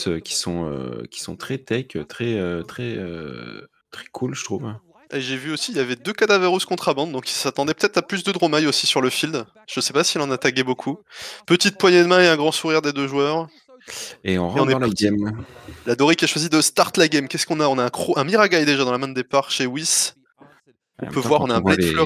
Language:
French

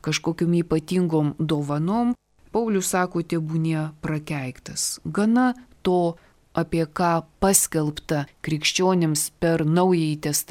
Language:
Lithuanian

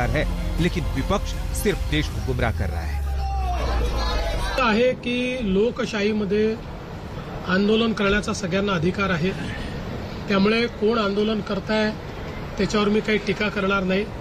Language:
Hindi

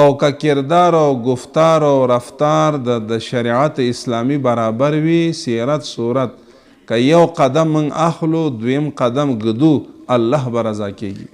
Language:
Pashto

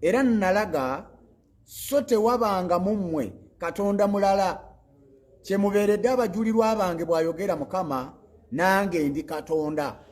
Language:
Ganda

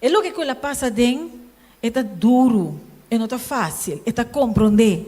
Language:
Papiamento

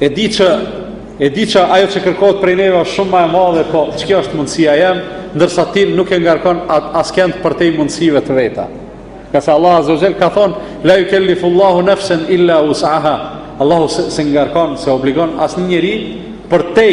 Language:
Albanian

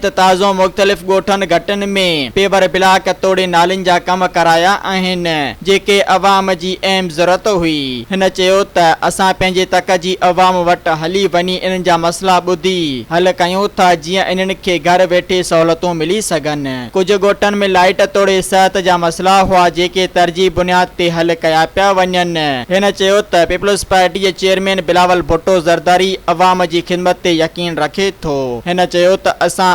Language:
Sindhi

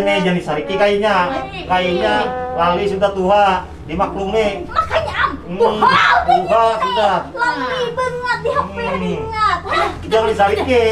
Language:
Banjar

